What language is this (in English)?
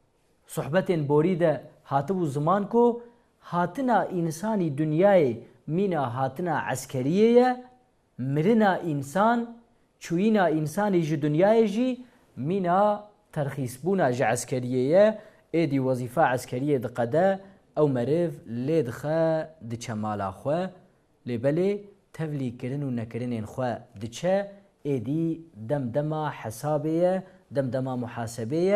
Kurdish